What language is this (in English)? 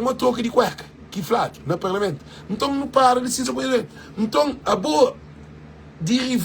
Kabuverdianu